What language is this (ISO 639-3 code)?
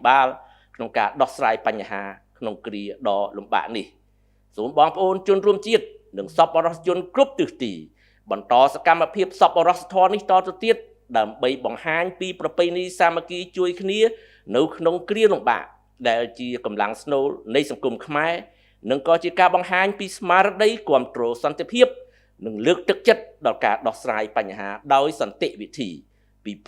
khm